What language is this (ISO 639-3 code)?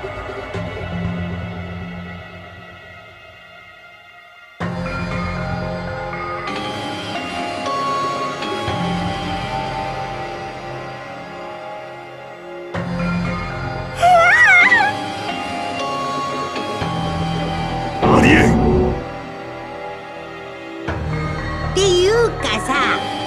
jpn